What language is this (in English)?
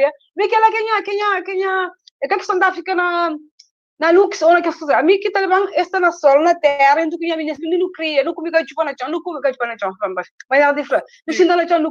Kabuverdianu